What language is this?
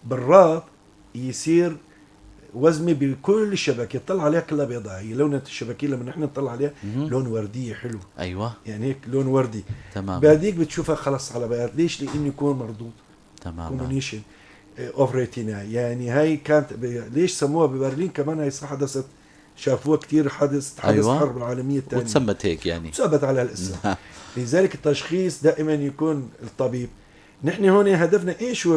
North Levantine Arabic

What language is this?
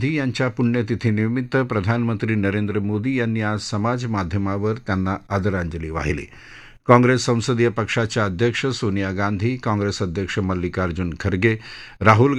Marathi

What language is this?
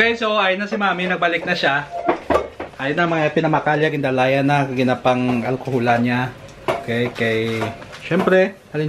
Hiligaynon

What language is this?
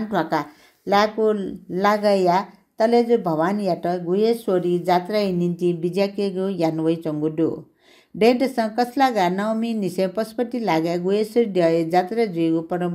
Newari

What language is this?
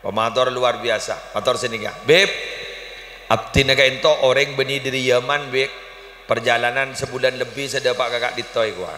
Madurese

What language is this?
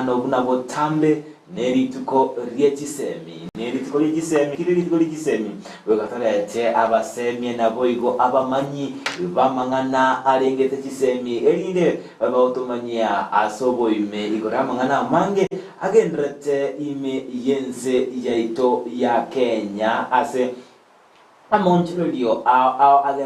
Gusii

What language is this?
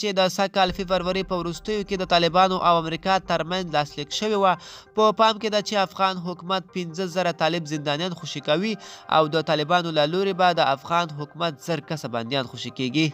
Pashto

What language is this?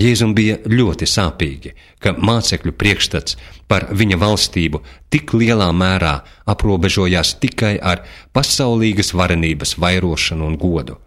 Latvian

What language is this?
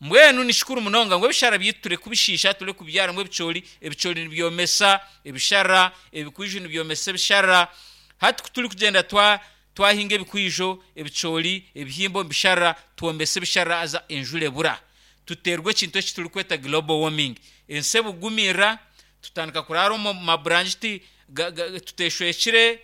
Nyankole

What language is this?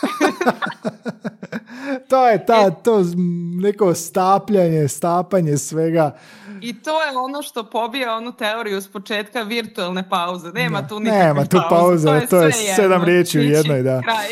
Croatian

